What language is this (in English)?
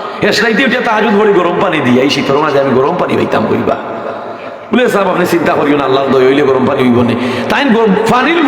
Sylheti